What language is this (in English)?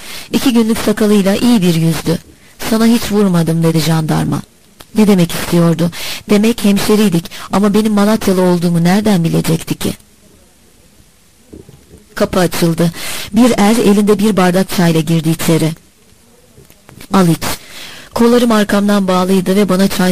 Turkish